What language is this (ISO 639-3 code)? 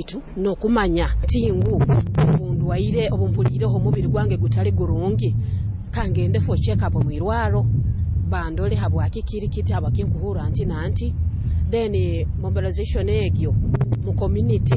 nyo